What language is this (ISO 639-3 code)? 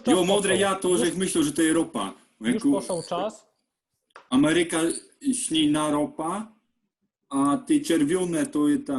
szl